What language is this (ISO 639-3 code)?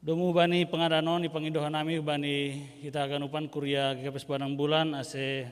bts